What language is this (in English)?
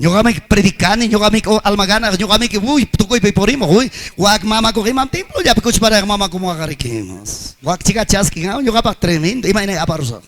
Ayacucho Quechua